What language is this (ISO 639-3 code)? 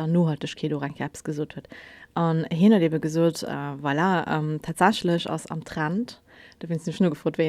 ltz